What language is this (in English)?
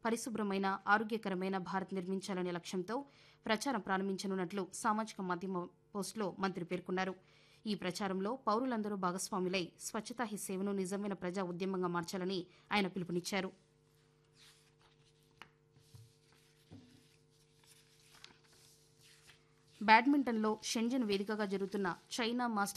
Telugu